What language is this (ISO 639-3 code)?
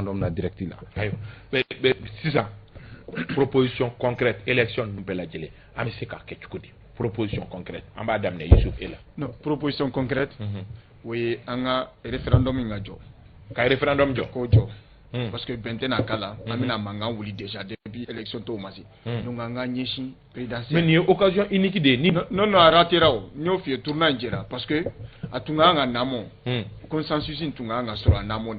bam